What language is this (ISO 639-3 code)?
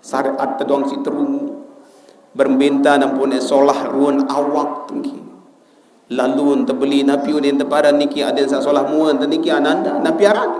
sas